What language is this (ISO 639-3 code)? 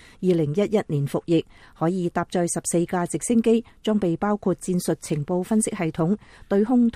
yue